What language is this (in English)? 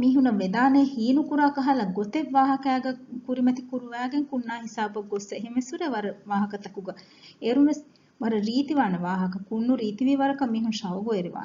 Divehi